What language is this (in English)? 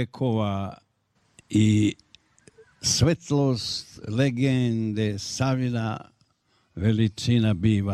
Serbian